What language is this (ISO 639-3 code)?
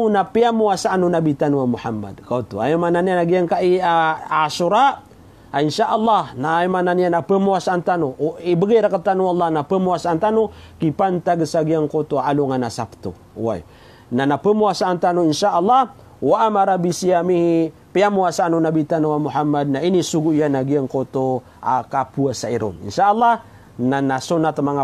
mrw